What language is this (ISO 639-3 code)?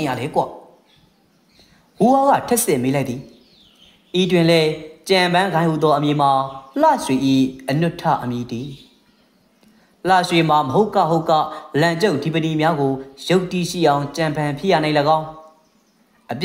mya